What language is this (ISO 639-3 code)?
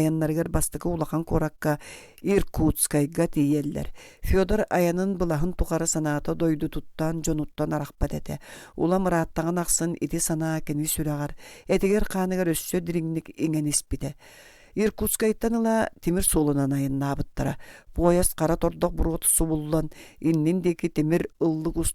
sah